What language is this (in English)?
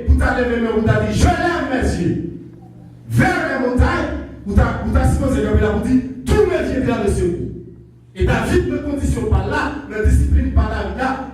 Haitian Creole